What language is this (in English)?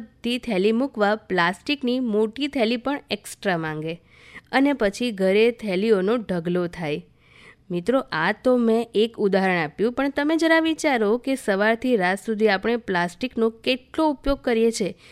Gujarati